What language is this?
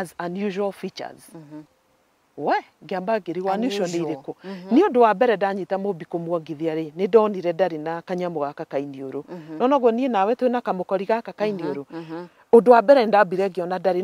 Kikuyu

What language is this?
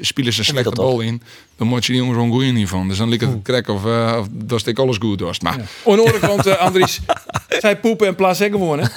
Western Frisian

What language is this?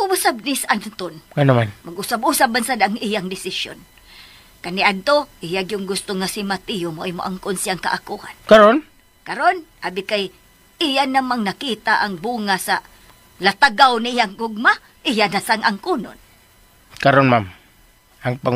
Cebuano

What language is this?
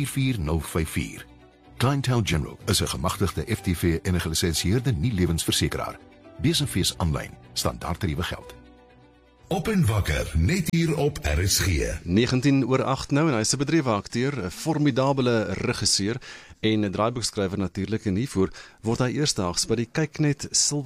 Afrikaans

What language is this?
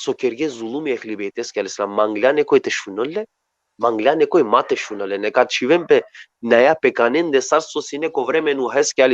Balkan Romani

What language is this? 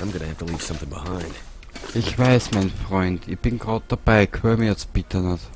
Bavarian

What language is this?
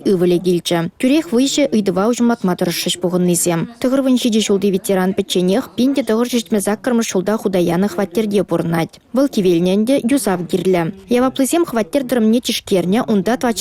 Chuvash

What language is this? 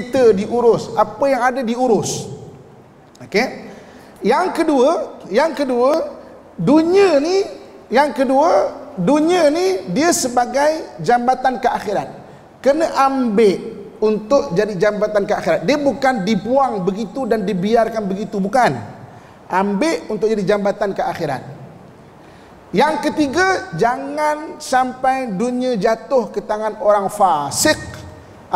Malay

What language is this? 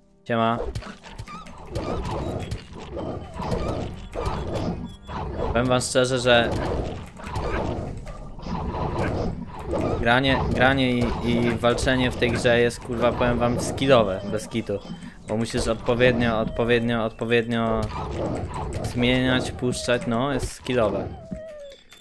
Polish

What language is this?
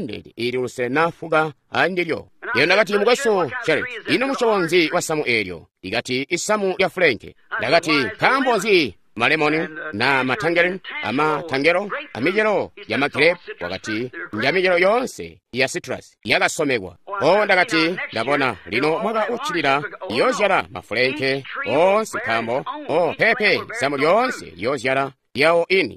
Tonga (Zambia)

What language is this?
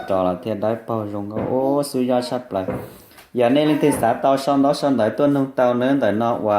Hmong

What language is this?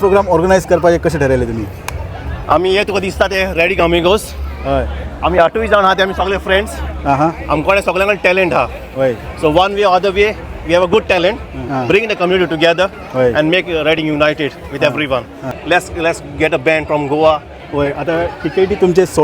Konkani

